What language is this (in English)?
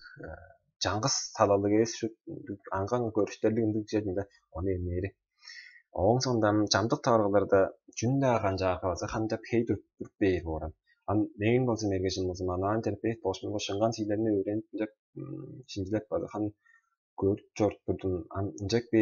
Tuvinian